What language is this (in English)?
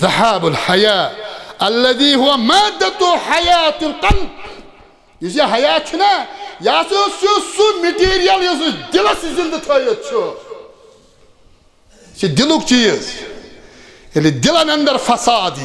Kashmiri